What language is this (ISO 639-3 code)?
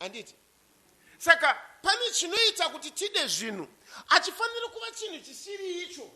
sna